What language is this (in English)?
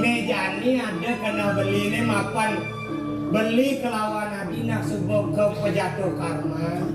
Balinese